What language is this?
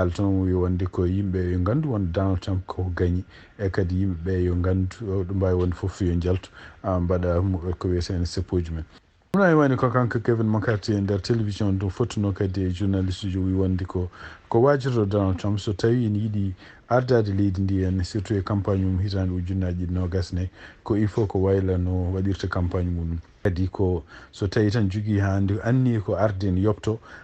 Fula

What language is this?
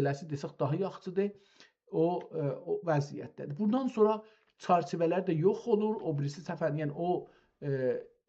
South Azerbaijani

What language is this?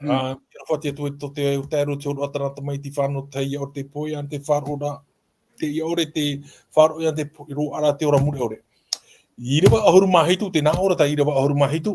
Tahitian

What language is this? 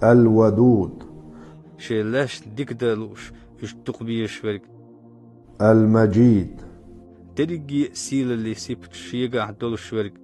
Chechen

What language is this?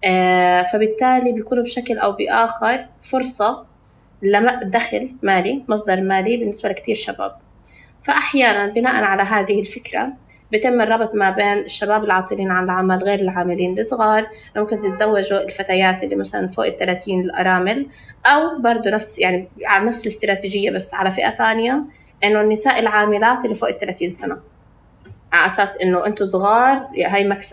North Levantine Arabic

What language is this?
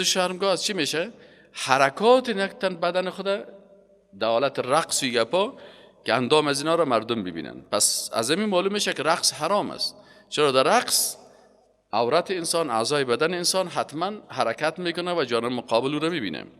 Persian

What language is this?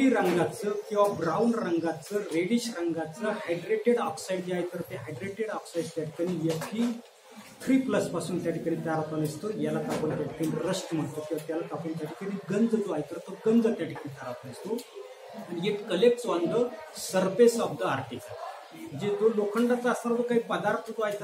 Marathi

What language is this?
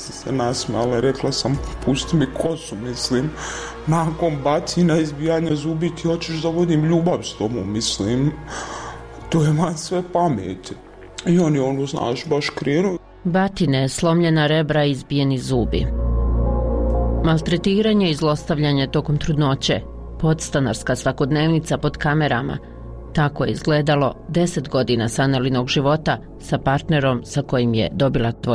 Bosnian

